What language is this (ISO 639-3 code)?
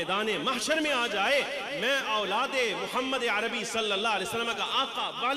urd